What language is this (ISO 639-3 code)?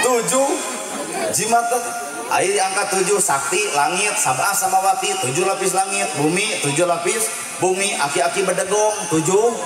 sun